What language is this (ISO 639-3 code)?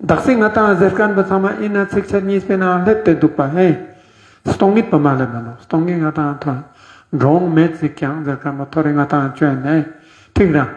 lbj